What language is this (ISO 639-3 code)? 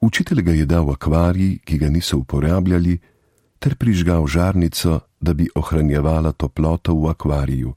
slv